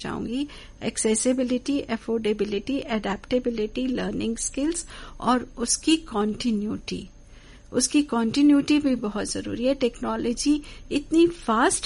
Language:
Hindi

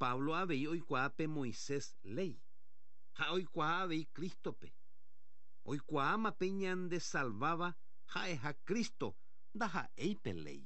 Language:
Guarani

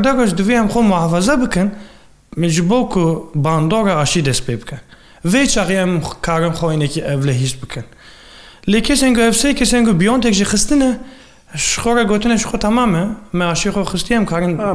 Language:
Kurdish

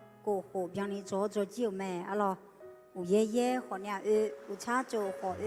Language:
Akha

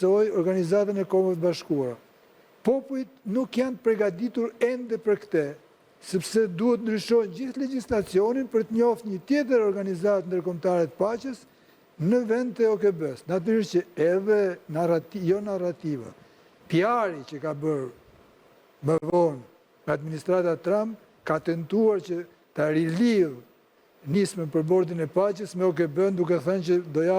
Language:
Albanian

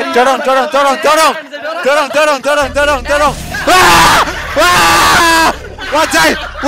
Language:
Indonesian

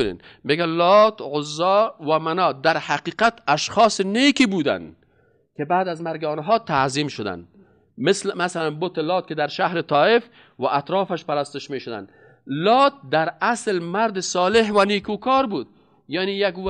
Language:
Persian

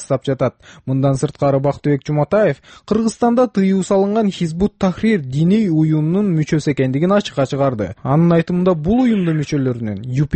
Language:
Kyrgyz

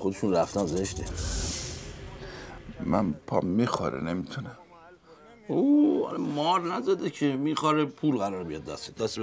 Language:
Persian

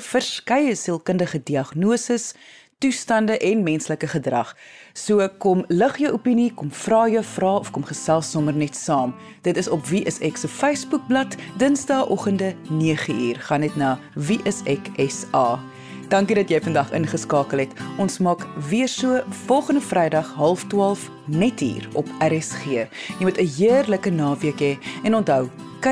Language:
Afrikaans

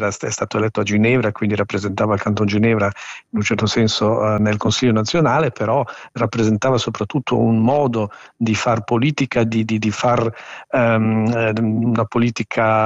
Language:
Italian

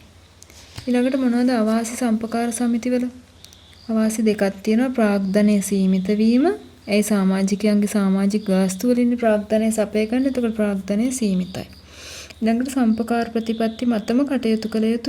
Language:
Sinhala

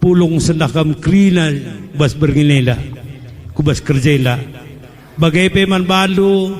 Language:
Batak Karo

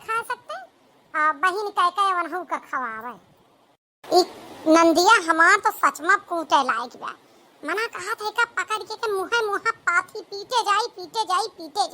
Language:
Awadhi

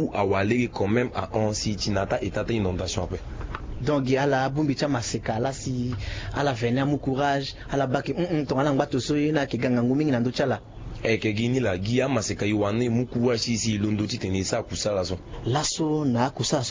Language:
Sango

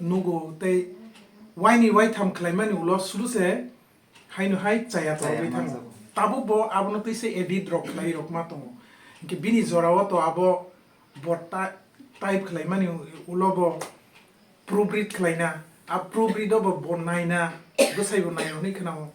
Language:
Kok Borok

